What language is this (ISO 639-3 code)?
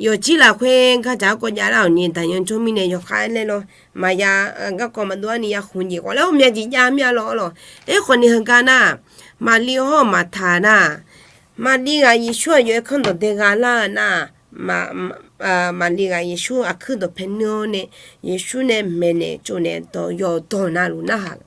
ahk